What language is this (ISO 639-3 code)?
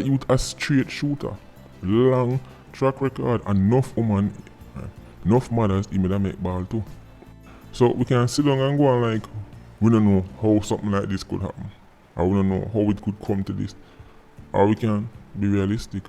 jam